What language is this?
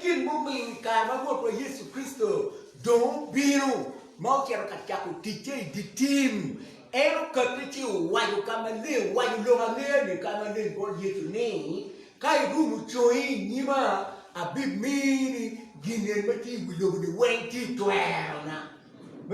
Acoli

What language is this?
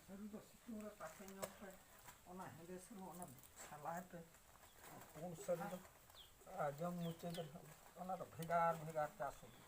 Santali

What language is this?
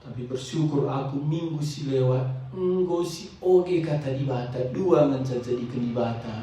Batak Karo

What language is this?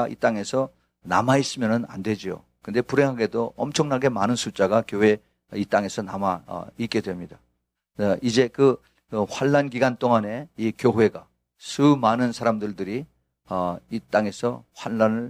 Korean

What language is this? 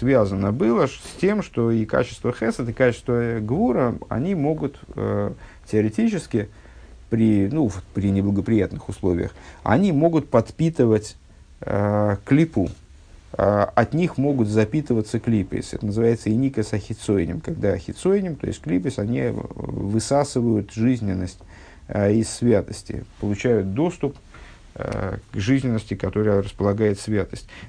Russian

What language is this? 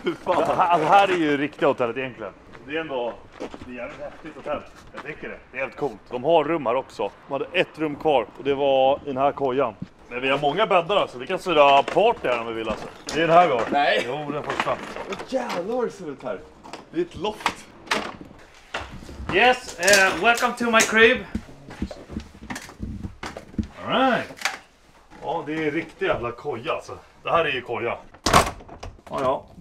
Swedish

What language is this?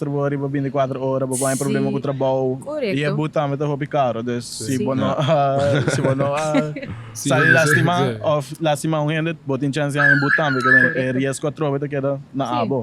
Papiamento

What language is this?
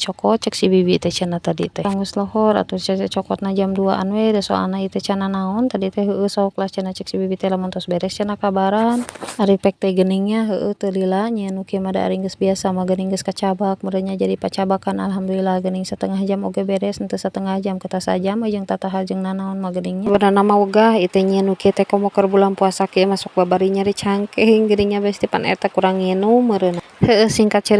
Sundanese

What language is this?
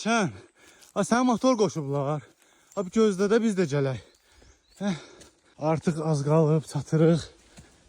Azerbaijani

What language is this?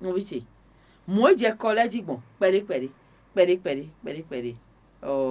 Fon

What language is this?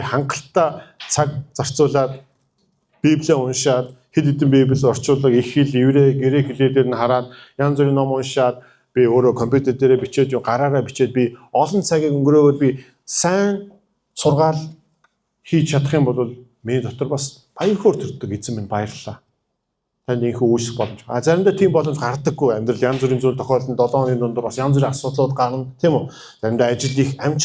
Mongolian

